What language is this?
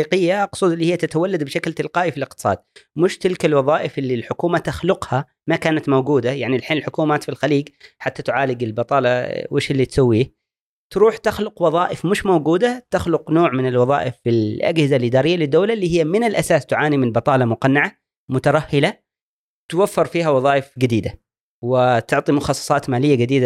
Gulf Arabic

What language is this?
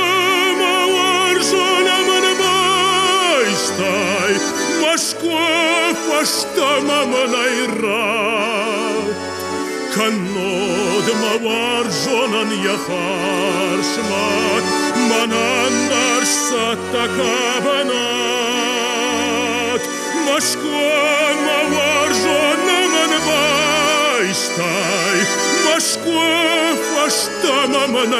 Ossetic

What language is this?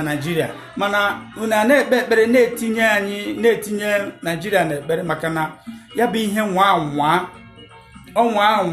Igbo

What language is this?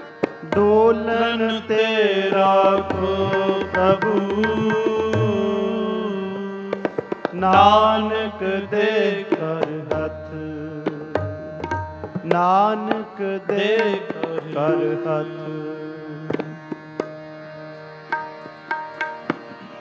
Punjabi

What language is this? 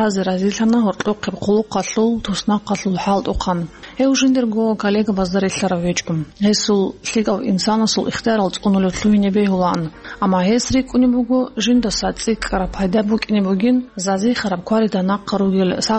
Avaric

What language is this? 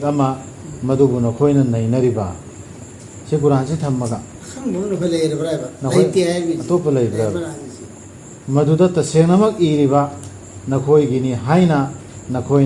Manipuri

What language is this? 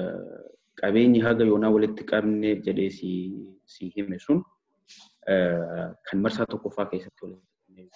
Oromo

